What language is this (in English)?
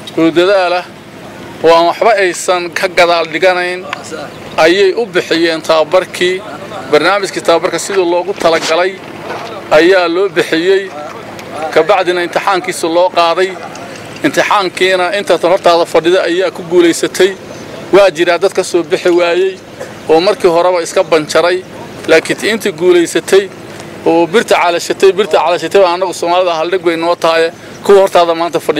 Somali